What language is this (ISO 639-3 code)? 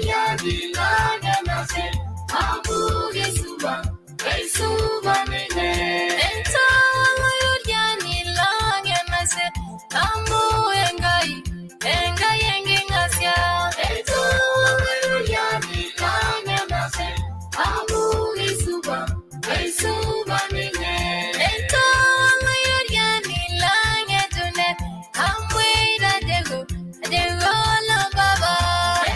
mas